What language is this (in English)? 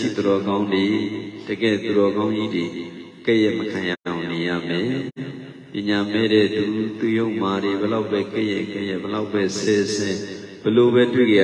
Burmese